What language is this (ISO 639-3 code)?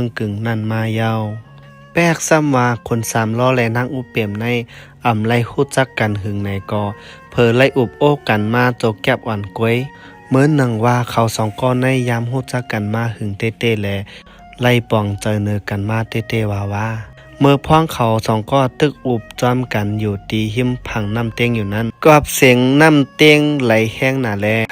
shn